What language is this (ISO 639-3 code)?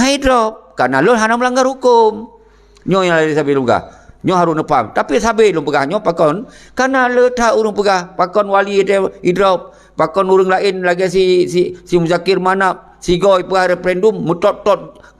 ace